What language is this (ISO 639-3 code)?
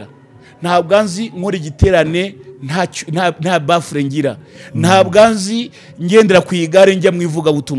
kin